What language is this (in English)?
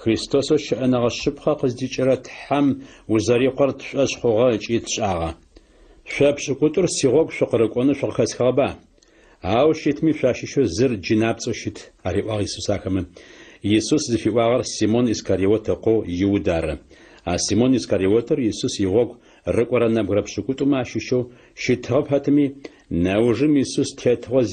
Adyghe